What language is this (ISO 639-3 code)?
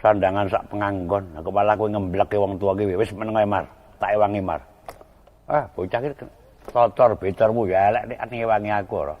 jav